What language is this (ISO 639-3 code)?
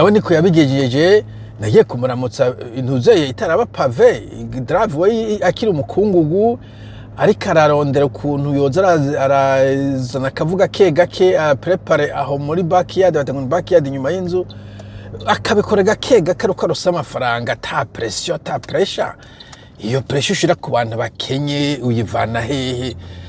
run